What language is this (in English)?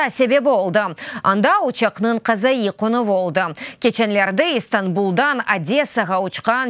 Crimean Tatar